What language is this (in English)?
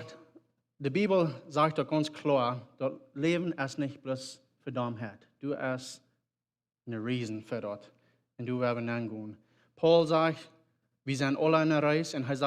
Plautdietsch